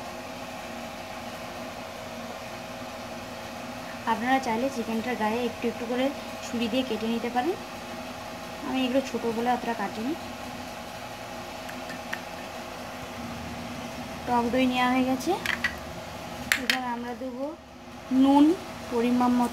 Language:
Bangla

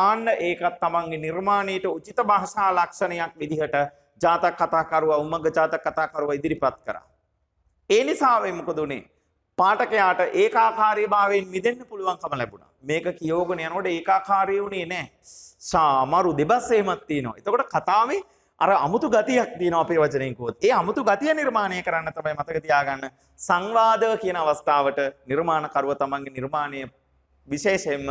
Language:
Sinhala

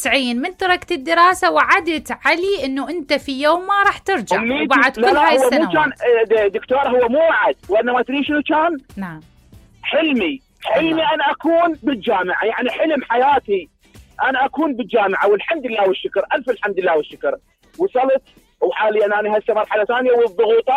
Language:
Mesopotamian Arabic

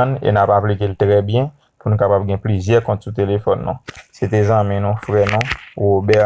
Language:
Haitian Creole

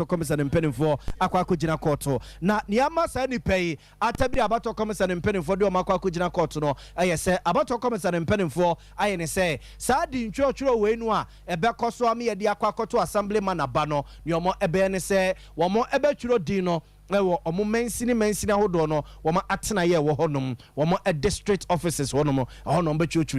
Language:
Akan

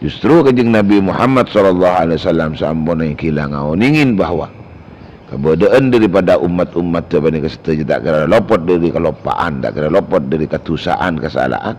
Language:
Madurese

